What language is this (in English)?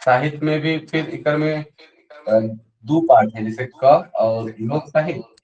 Sadri